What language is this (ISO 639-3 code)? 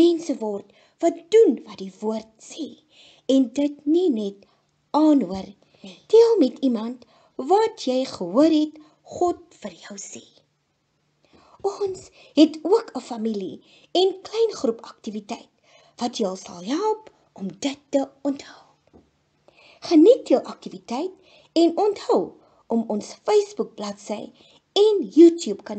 afr